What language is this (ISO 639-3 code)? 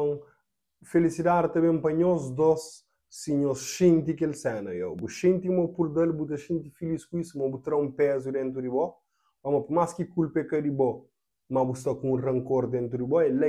kea